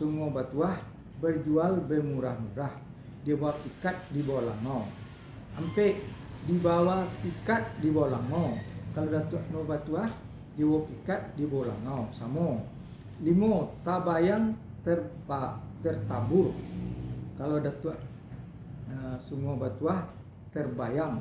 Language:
Minangkabau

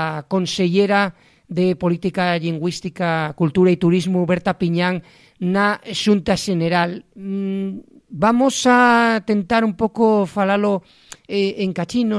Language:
Asturian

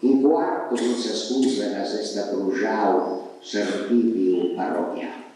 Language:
Sardinian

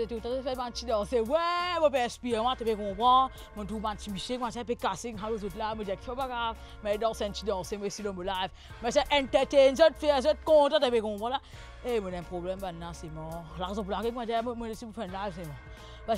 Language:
Morisyen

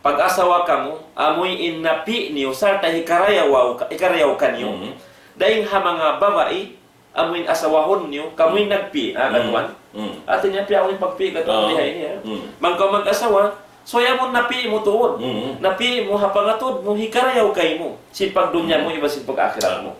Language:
Tausug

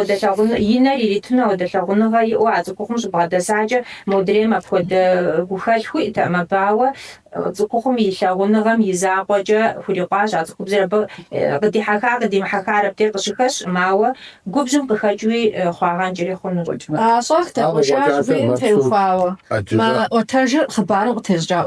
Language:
Kabardian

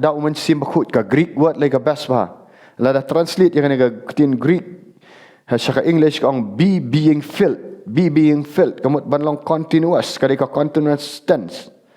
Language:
Khasi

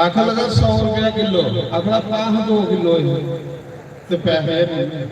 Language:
Dogri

